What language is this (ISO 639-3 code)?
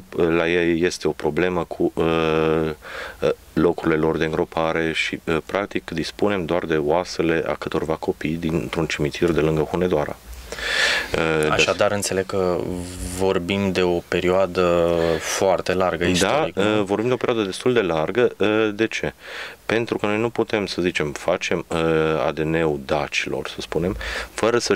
ron